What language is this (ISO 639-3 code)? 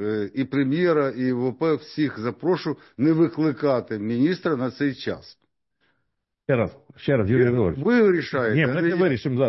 ukr